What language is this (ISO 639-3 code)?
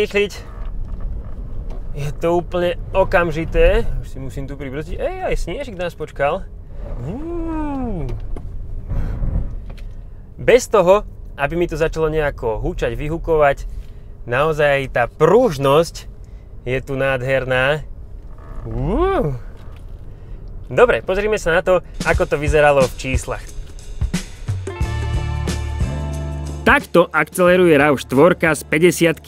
slk